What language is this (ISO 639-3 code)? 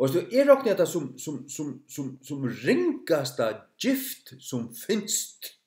fao